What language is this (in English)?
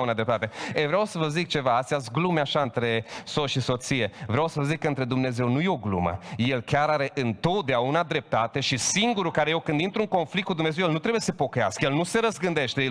Romanian